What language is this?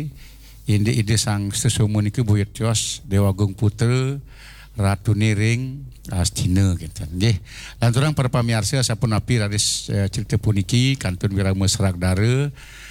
Balinese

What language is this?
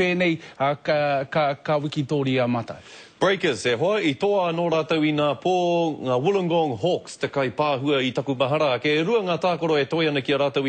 Māori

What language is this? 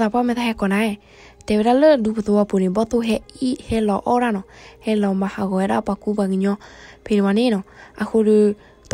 S'gaw Karen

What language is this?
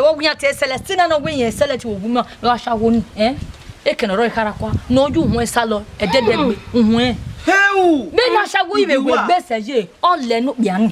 Bini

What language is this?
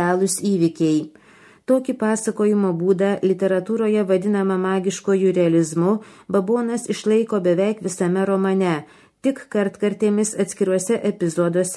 Lithuanian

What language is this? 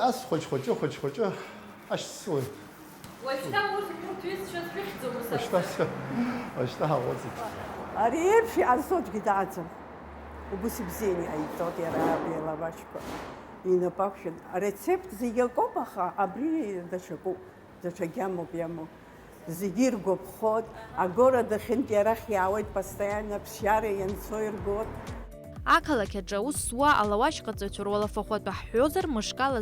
Abkhazian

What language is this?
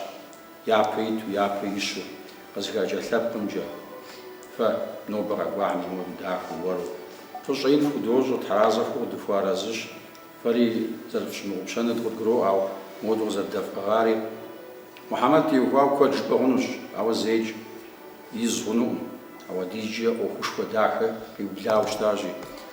Kabardian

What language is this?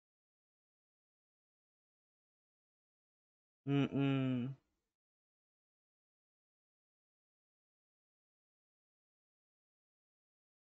Indonesian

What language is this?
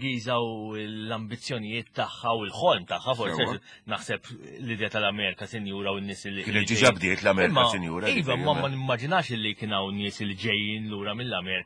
Maltese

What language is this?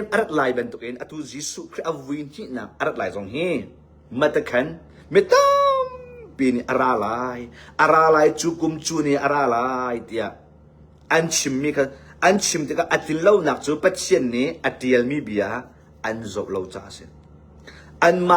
Hakha Chin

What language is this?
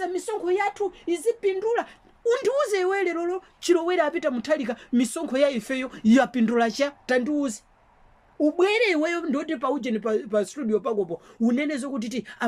Nyanja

